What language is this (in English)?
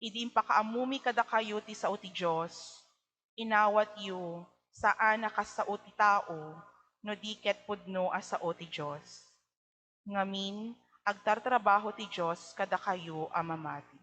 Iloko